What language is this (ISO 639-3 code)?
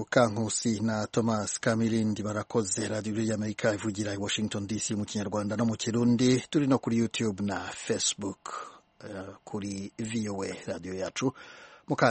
kin